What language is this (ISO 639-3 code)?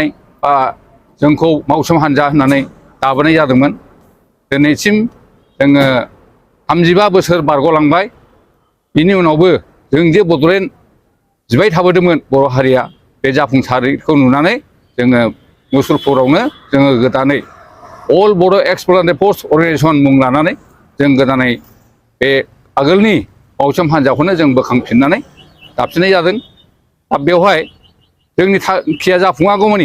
brx